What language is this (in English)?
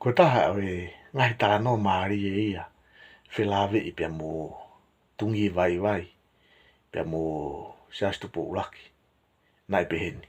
Tongan